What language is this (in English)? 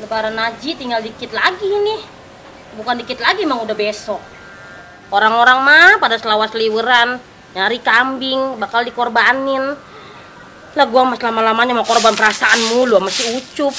Betawi